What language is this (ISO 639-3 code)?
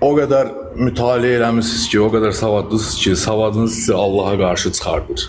aze